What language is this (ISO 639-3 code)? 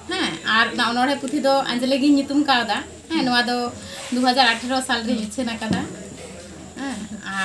sat